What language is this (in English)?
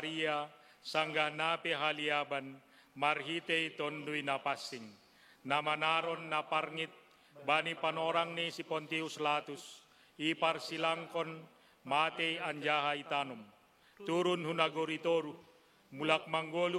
Batak Simalungun